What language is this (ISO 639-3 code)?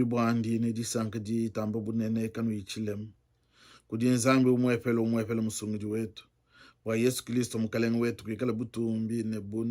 lua